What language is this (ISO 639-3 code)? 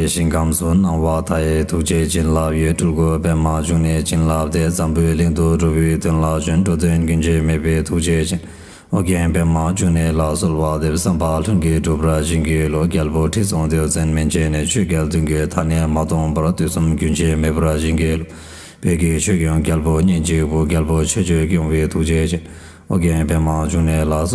bod